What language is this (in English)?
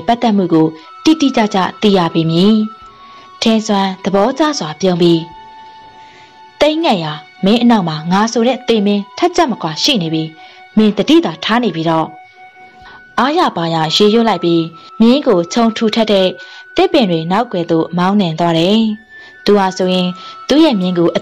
Burmese